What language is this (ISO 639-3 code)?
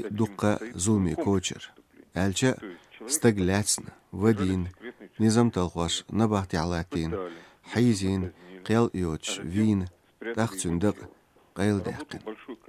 che